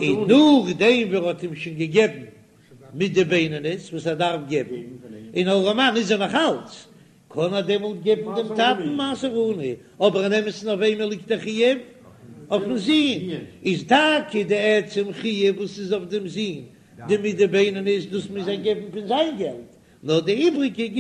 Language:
Yiddish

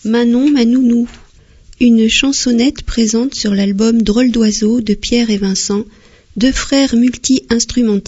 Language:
French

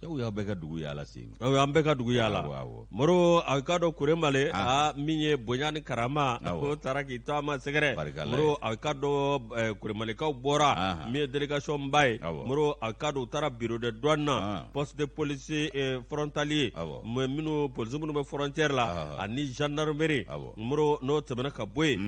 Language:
Bambara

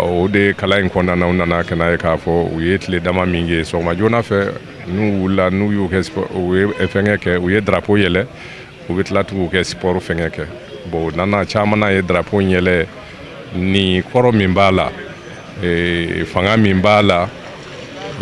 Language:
Bambara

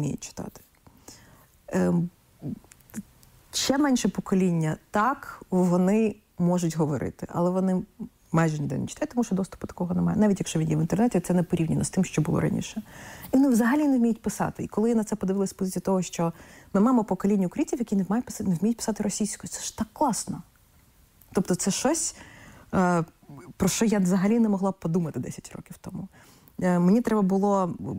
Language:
Ukrainian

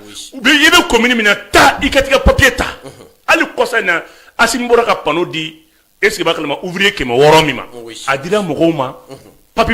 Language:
Bambara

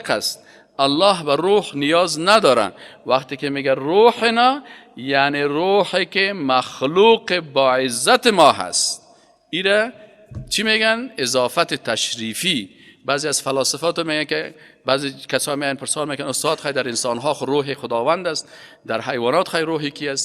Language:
Persian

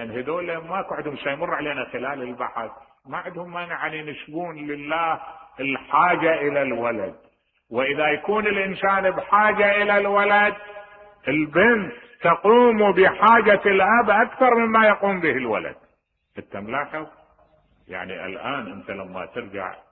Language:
Mesopotamian Arabic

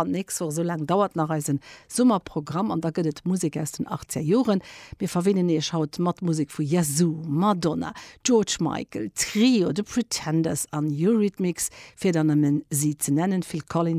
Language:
Luxembourgish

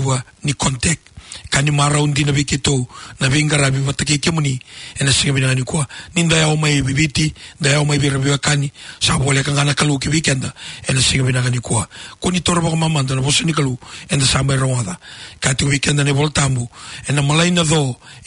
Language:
Fijian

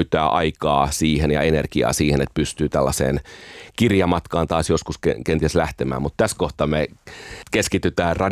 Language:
Finnish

